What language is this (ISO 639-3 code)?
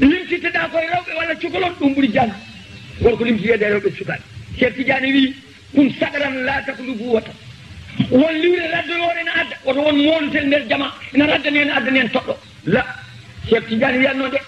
ful